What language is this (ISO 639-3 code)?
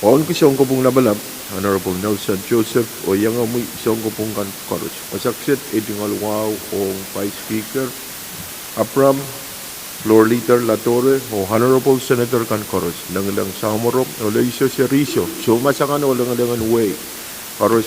pon